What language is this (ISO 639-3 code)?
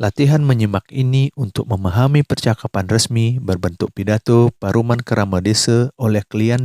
ban